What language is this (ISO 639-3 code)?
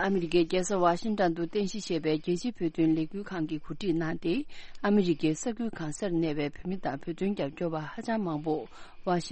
bod